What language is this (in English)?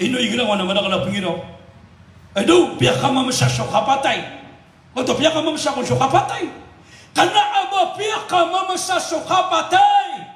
Maranao